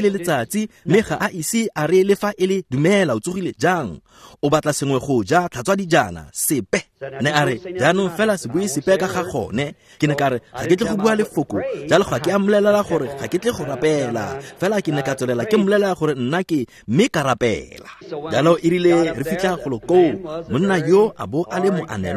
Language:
Tswana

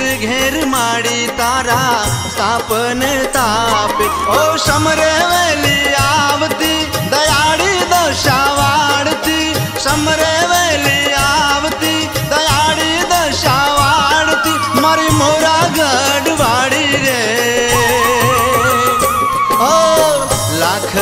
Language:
Gujarati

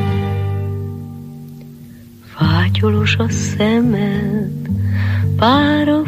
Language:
Hungarian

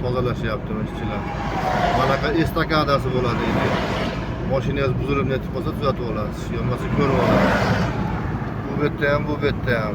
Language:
Uzbek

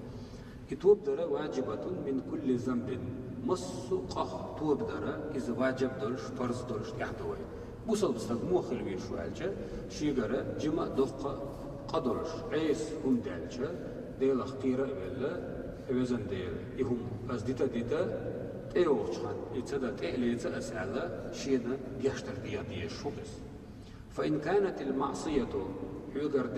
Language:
Chechen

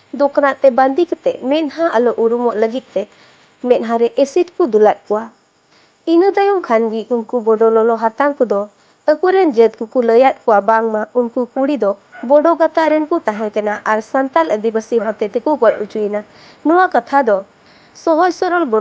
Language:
Santali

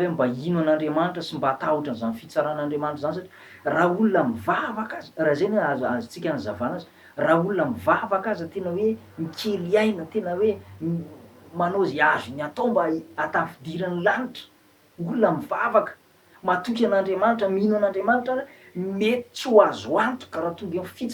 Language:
Malagasy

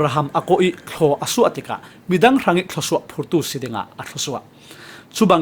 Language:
Falam Chin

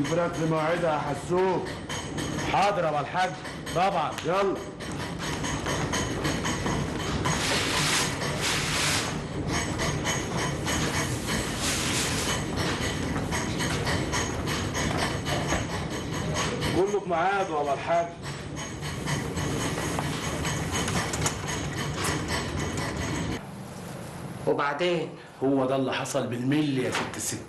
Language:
Egyptian Arabic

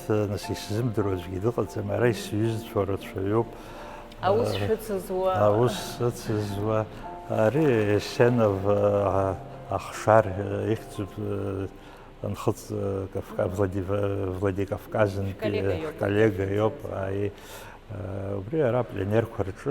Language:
Abkhazian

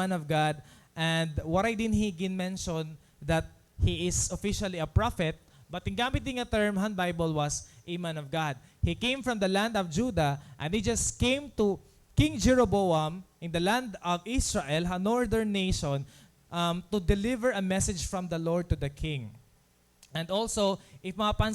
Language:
Waray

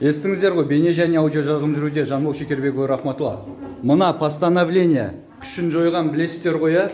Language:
Kazakh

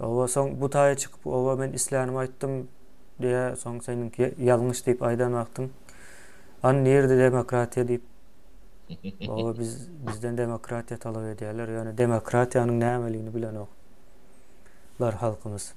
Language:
Turkmen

